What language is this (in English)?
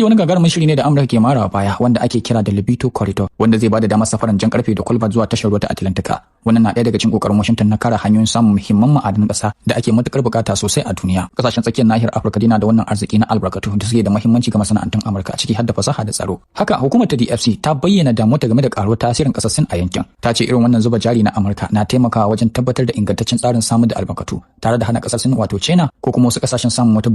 Hausa